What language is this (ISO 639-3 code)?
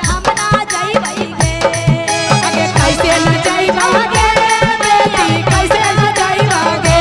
mag